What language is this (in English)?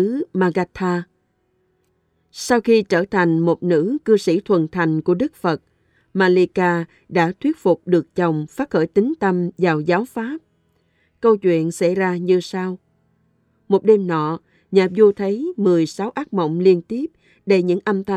Vietnamese